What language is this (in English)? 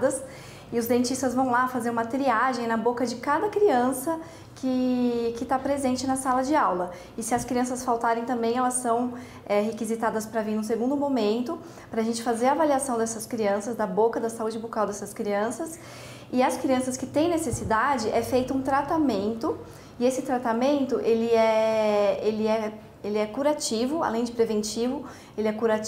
Portuguese